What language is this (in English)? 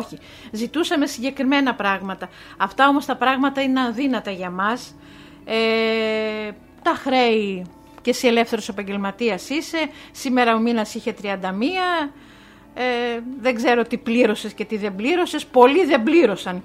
Greek